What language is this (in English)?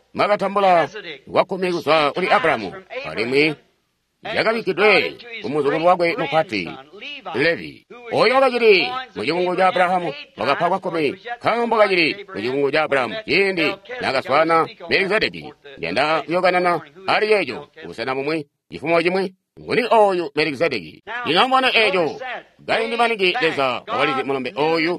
Tonga (Zambia)